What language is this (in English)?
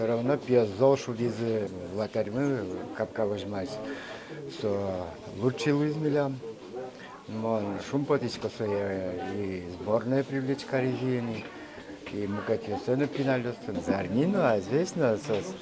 Udmurt